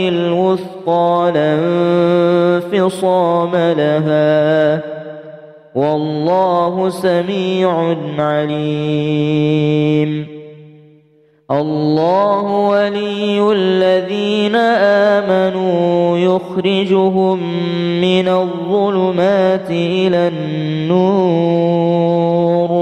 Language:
Arabic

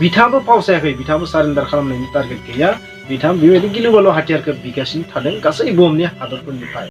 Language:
Bodo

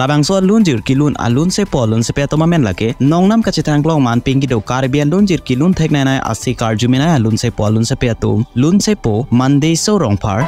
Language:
Karbi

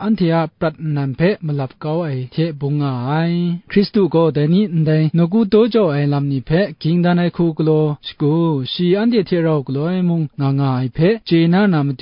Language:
Kachin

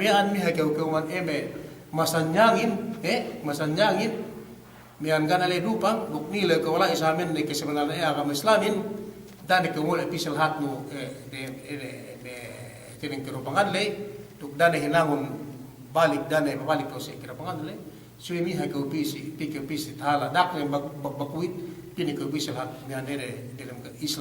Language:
Yakan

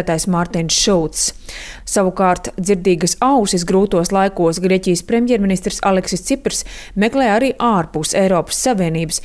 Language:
Latvian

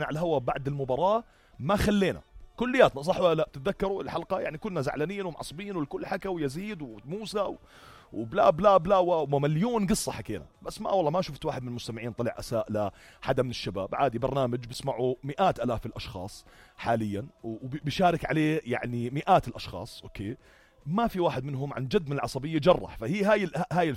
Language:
North Levantine Arabic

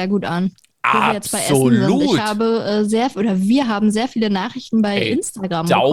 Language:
German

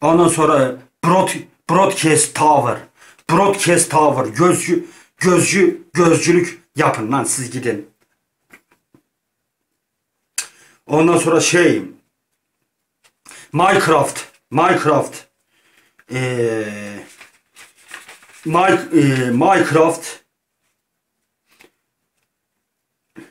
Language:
Turkish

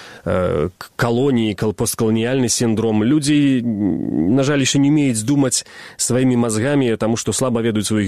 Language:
Belarusian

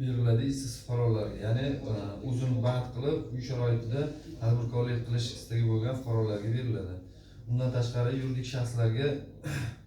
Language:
Uzbek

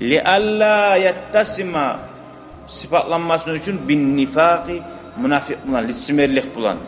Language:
Kumyk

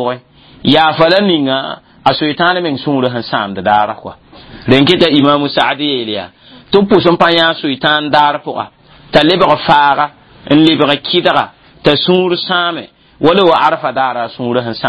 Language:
Mossi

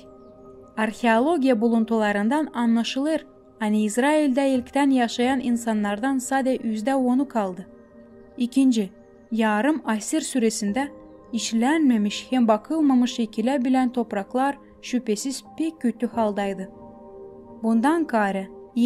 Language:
Gagauz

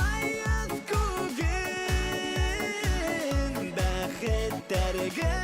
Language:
Bashkir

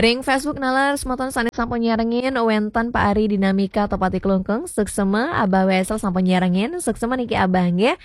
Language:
Balinese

